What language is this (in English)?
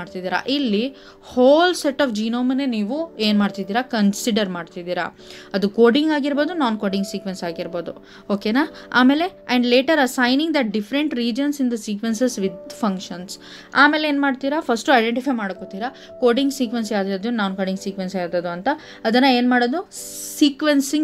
Kannada